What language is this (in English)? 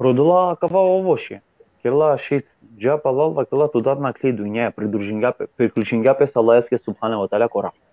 Balkan Romani